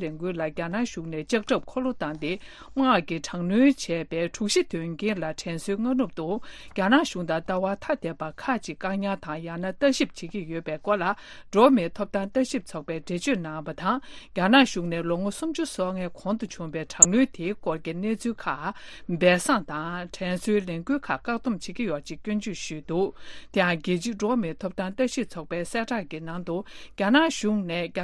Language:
Tibetan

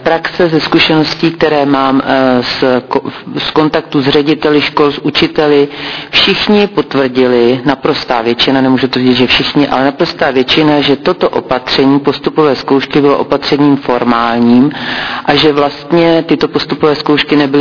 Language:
Czech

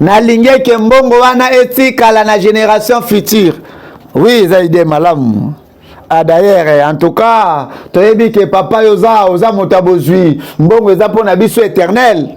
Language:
Lingala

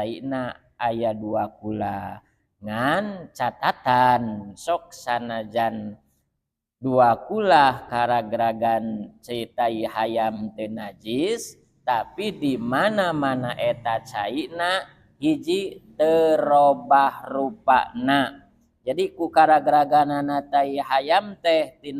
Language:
Sundanese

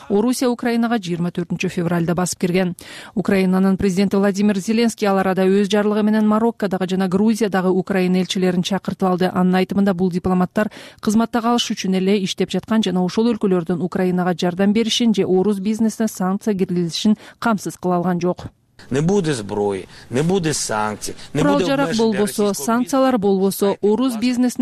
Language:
Kyrgyz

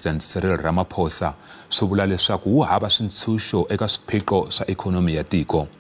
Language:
Tsonga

